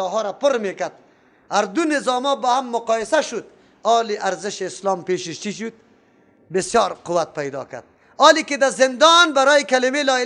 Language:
Persian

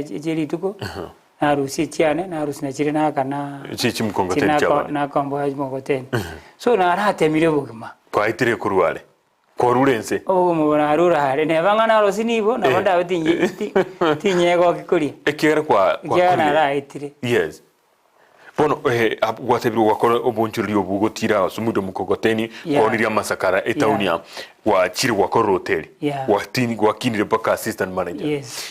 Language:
Gusii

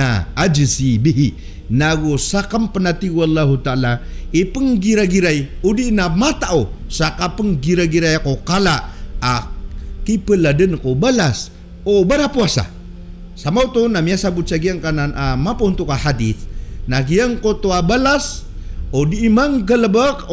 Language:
Maranao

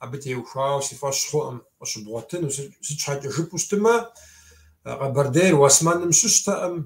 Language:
Kabardian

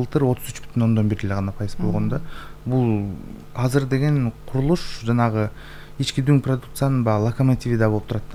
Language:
Kyrgyz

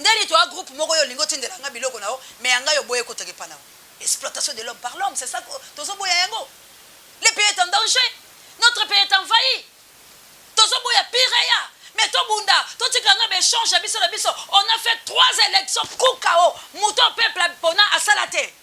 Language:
Lingala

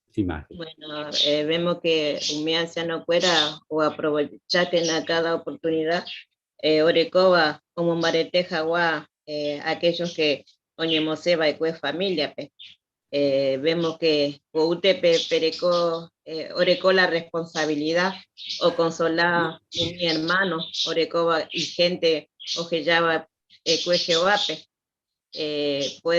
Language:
Guarani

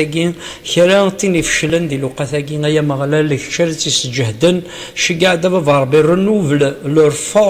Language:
Kabyle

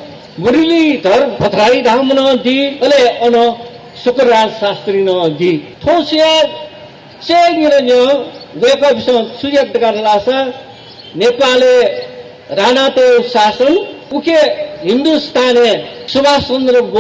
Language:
Newari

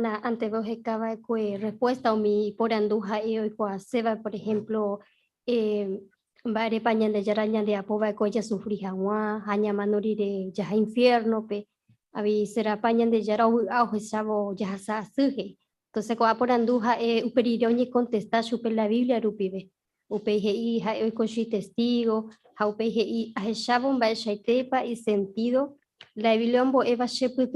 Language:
Guarani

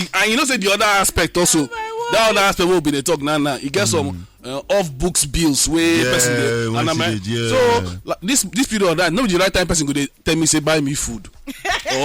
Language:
Nigerian Pidgin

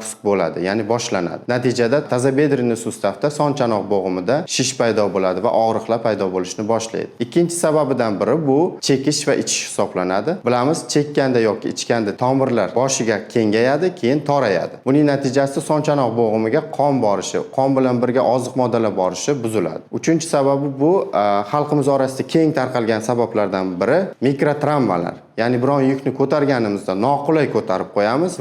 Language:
Uzbek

